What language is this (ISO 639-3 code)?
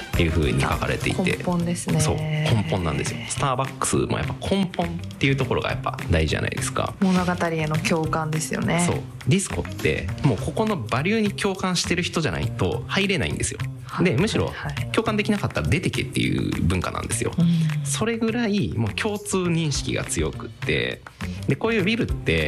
jpn